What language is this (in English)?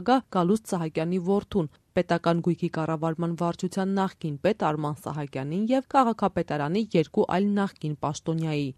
Armenian